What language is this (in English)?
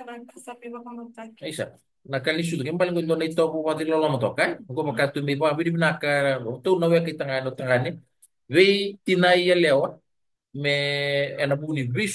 Fijian